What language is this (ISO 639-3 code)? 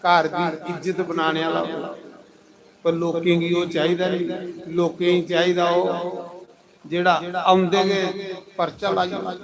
doi